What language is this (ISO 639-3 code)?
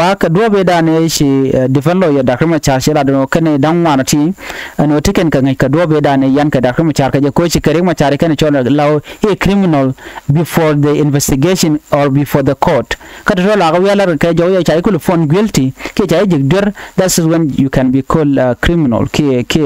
nus